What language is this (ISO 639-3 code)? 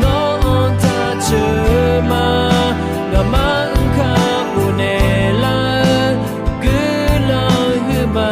ahk